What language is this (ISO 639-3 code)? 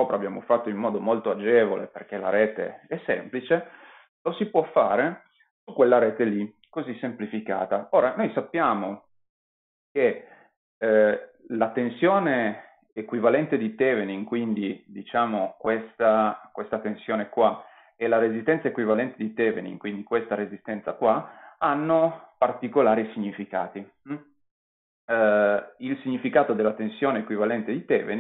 ita